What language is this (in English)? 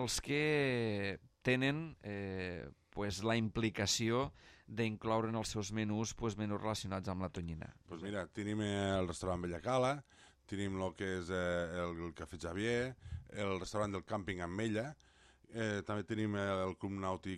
Catalan